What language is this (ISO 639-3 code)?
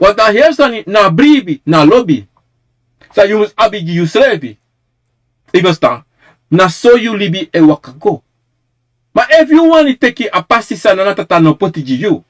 srn